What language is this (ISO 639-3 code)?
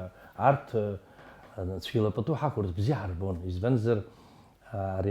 abk